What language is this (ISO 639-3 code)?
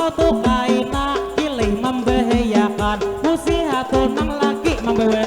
bjn